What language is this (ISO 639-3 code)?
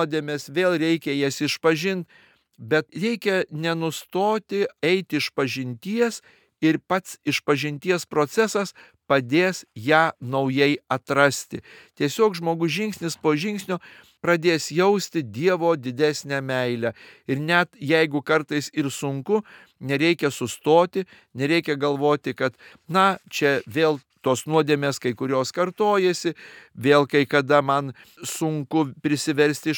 lit